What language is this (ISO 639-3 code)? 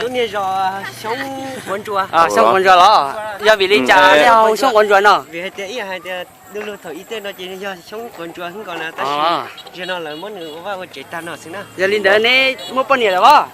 hmn